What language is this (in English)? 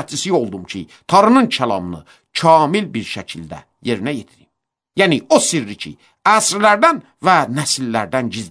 Azerbaijani